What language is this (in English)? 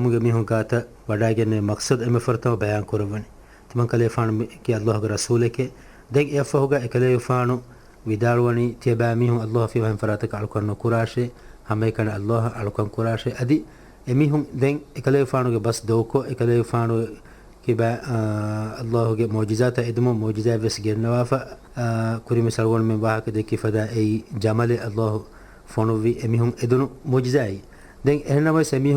Divehi